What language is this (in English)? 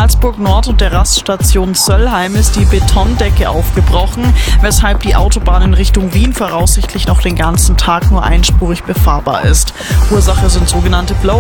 German